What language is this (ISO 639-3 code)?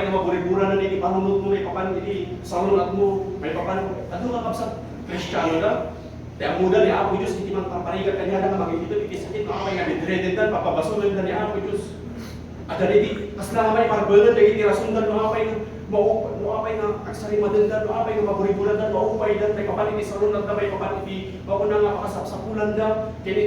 ilo